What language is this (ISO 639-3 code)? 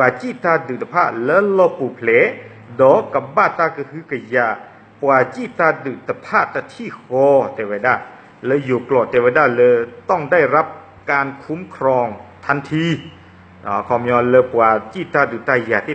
ksw